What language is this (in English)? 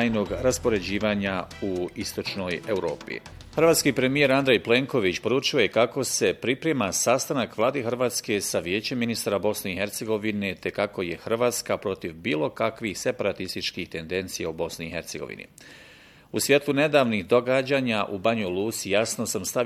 Bosnian